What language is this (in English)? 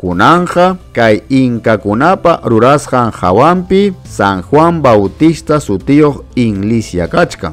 Ayacucho Quechua